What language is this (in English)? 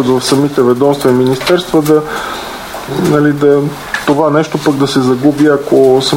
Bulgarian